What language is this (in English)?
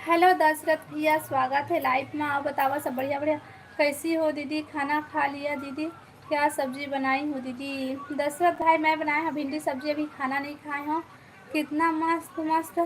Chhattisgarhi